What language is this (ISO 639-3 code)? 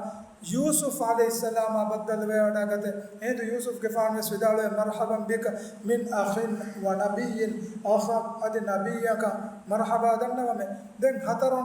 div